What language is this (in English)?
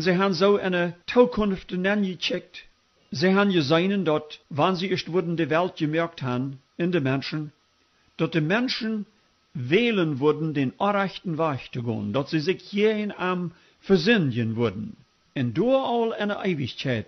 Plautdietsch